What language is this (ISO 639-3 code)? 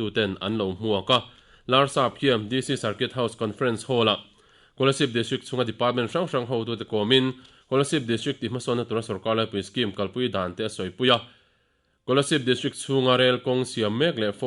lus